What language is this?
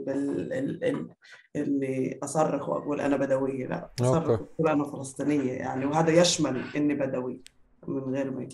North Levantine Arabic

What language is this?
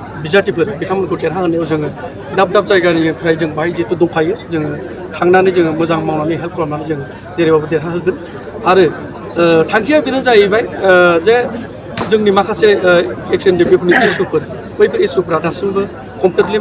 Bodo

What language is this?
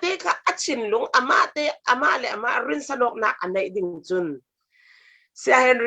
Falam Chin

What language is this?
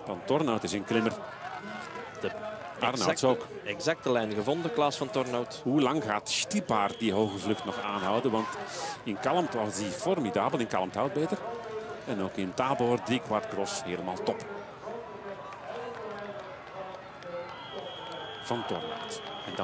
Dutch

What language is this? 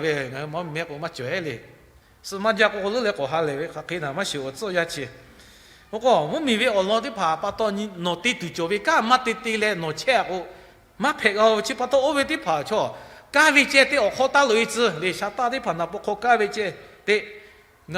Lahu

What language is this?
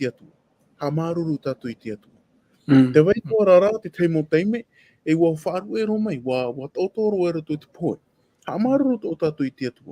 Tahitian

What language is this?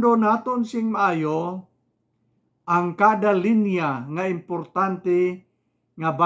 Hiligaynon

